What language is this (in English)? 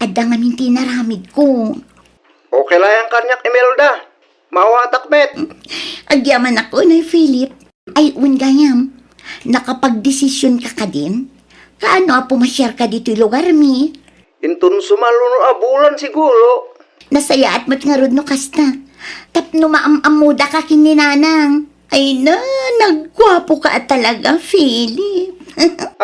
Iloko